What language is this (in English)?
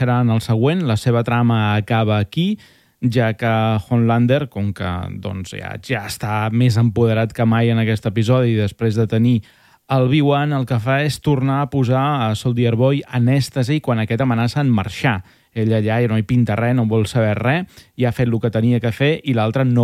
Catalan